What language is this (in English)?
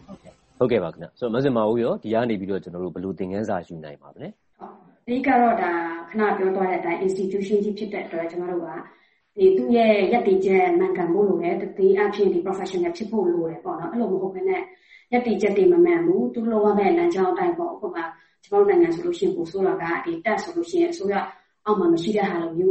Burmese